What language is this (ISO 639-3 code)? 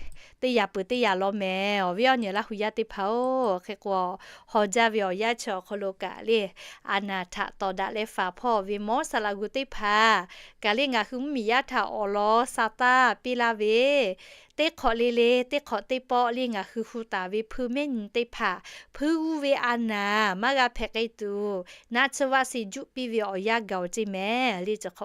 lhu